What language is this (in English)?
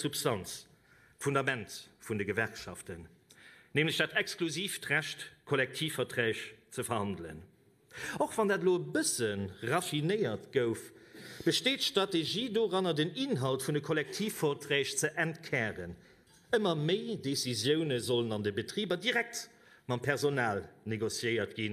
Luxembourgish